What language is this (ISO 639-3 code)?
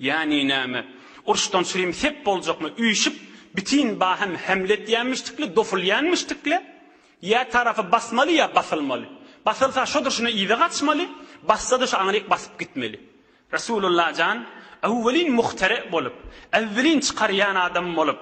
tuk